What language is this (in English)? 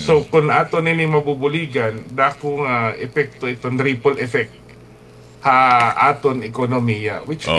Waray